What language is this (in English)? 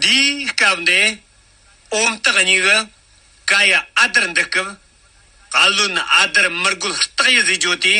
Tibetan